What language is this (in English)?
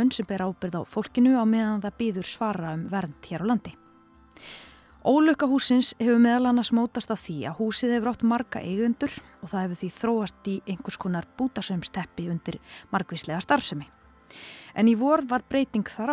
Icelandic